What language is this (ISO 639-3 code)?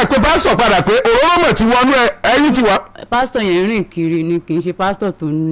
yor